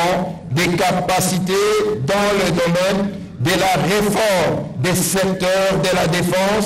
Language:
French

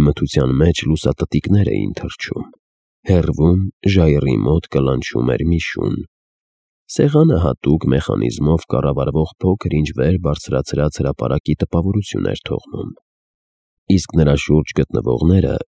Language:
Armenian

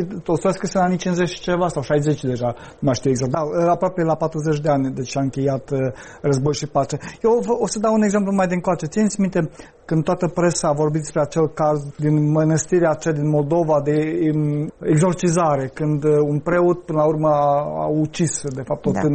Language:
Romanian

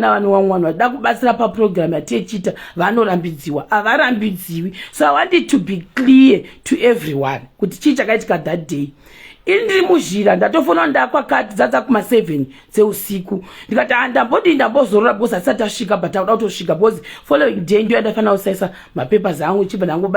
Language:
Shona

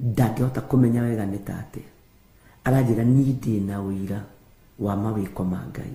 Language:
Kikuyu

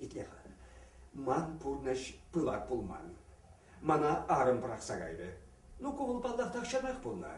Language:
Chuvash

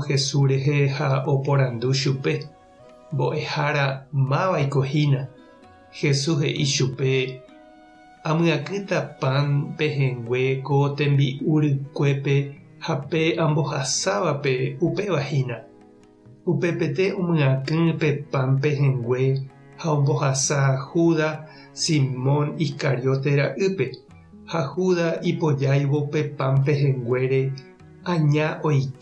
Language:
Guarani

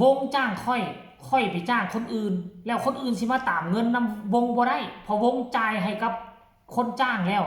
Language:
Lao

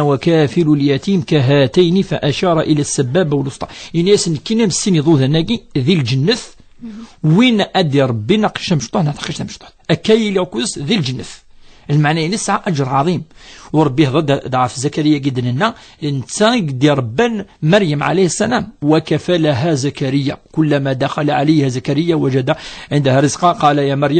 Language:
Kabyle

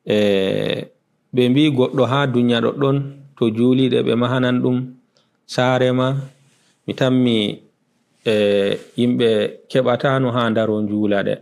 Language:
Fula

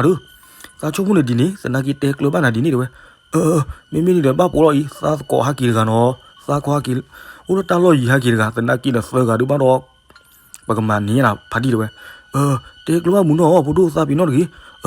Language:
S'gaw Karen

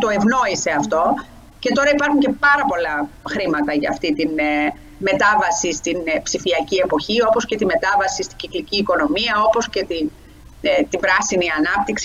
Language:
Greek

